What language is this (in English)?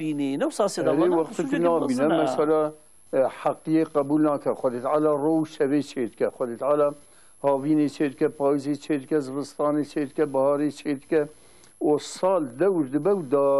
Kurdish